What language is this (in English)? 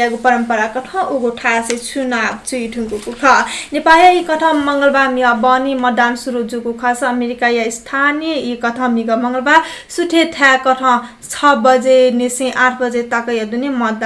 Newari